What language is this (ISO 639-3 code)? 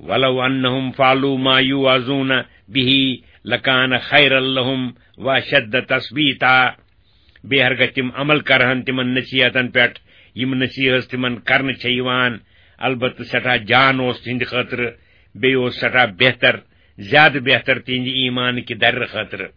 kas